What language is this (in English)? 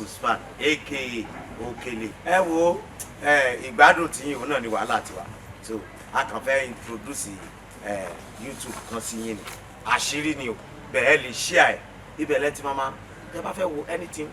Yoruba